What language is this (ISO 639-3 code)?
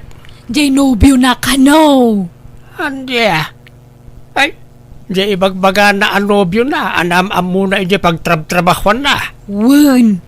ilo